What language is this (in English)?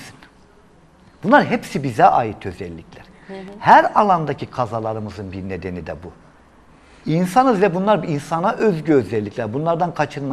Turkish